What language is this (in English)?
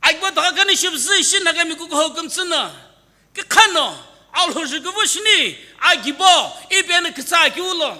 Sumi Naga